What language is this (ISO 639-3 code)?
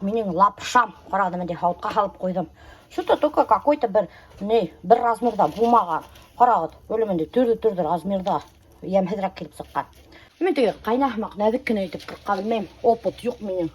bak